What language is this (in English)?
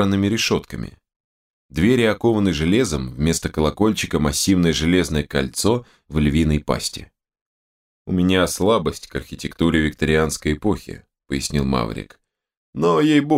Russian